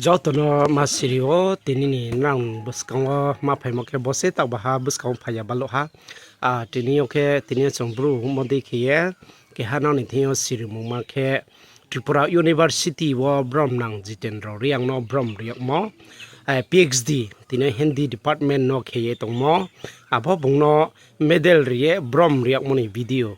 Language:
Riang (India)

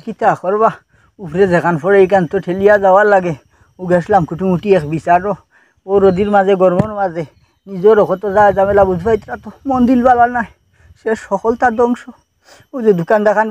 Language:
Sylheti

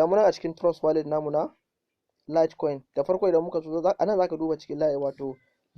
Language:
Hausa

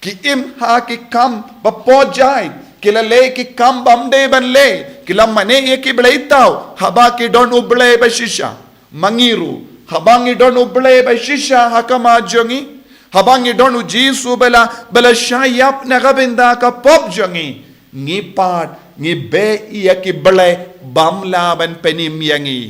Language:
Khasi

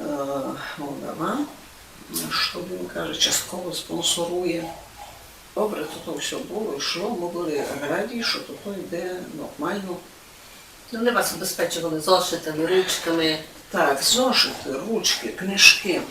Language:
Rusyn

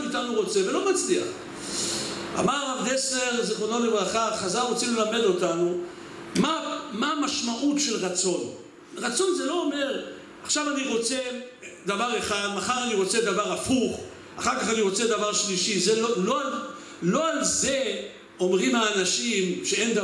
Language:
Hebrew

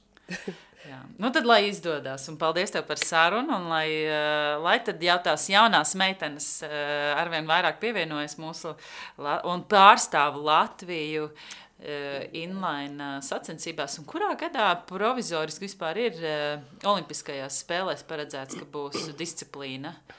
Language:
Latvian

